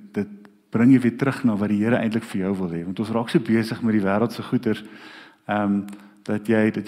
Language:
Afrikaans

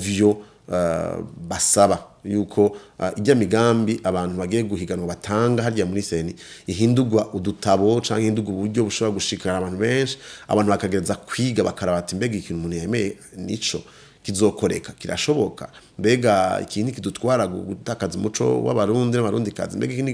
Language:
Rundi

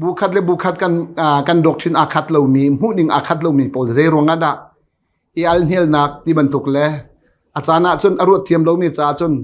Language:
Hakha Chin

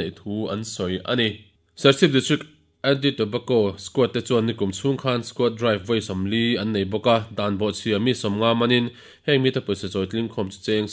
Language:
Mizo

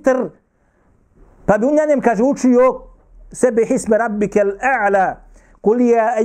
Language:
Bosnian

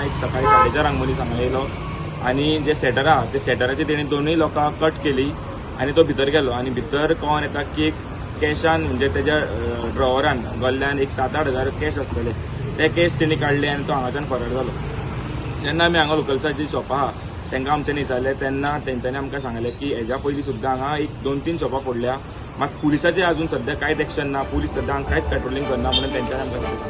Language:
Konkani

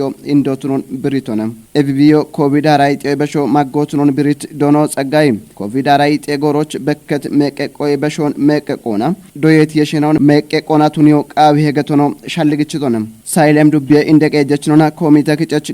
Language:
Kafa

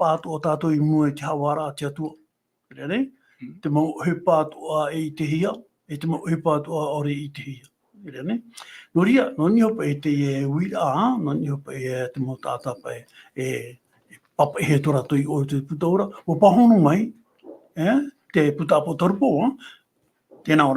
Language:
Tahitian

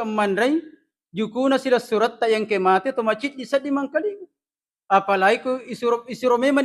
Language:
Buginese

